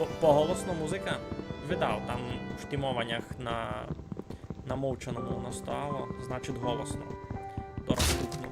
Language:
Rusyn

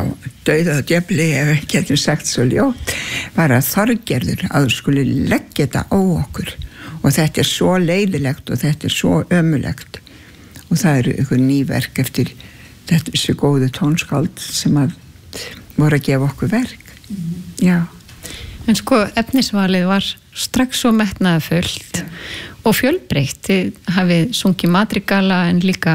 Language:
Icelandic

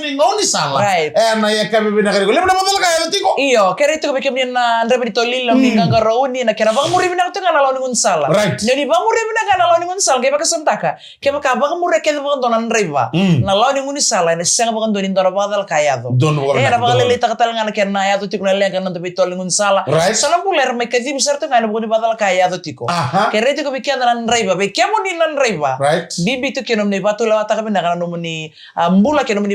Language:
Fijian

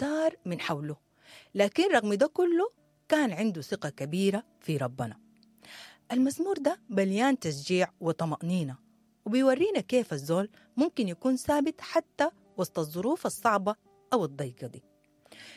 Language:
Sudanese Arabic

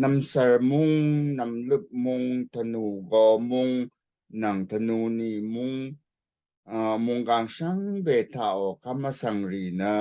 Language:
Rawang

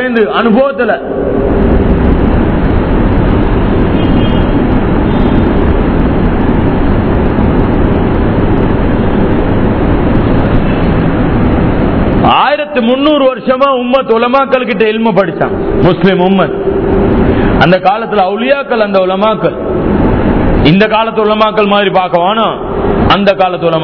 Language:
Tamil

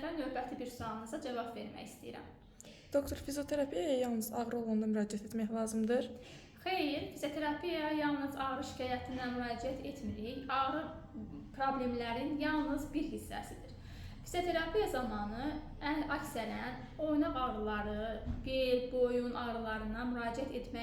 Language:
Azerbaijani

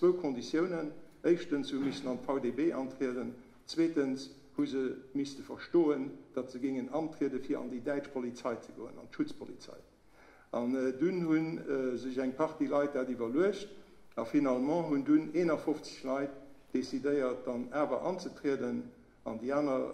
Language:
Luxembourgish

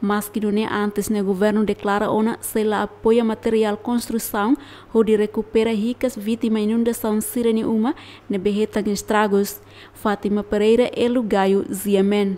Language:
Tetum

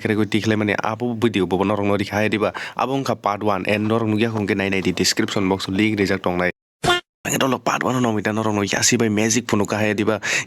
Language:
Kok Borok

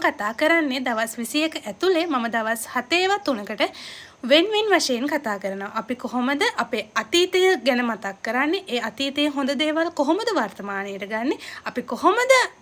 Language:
Sinhala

